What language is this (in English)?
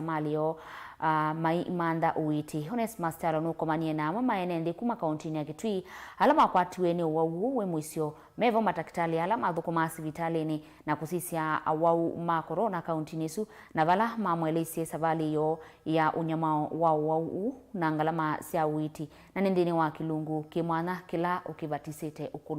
Kamba